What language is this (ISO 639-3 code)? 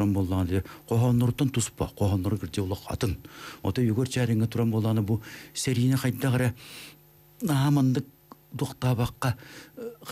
sah